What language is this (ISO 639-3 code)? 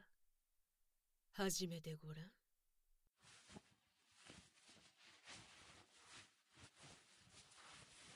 jpn